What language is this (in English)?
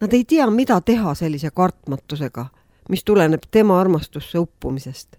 Estonian